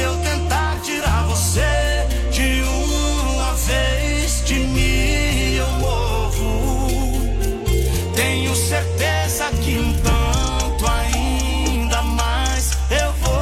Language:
Portuguese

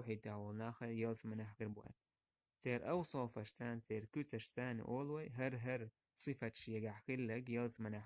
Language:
Chechen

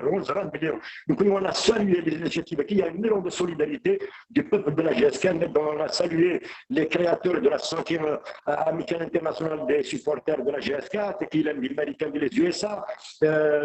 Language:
Kabyle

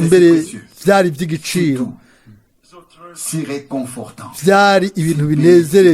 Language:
Rundi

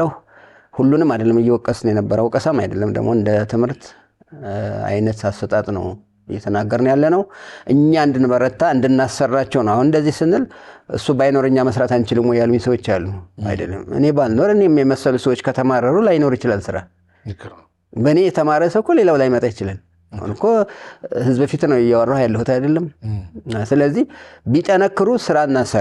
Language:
Amharic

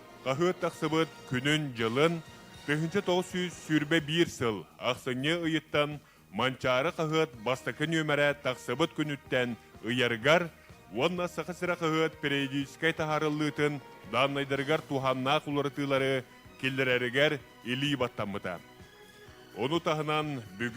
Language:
Yakut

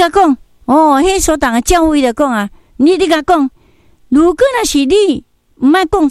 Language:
Min Nan Chinese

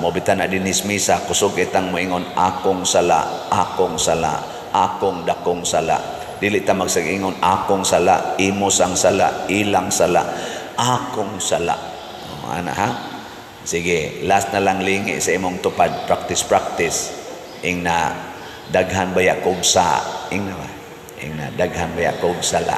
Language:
Cebuano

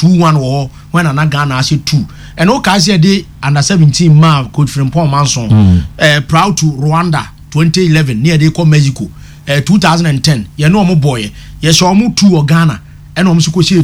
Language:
Akan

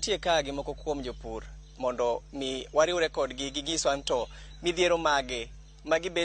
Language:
Luo (Kenya and Tanzania)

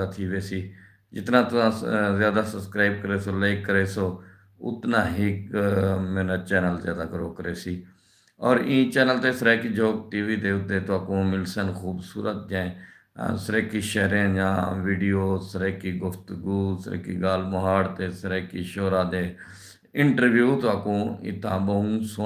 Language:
Saraiki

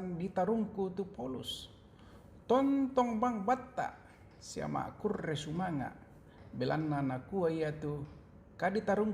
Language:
Toraja-Sa'dan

